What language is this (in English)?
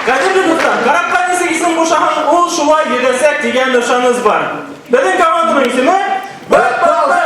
Bashkir